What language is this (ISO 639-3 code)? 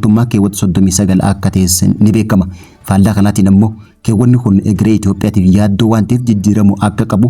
orm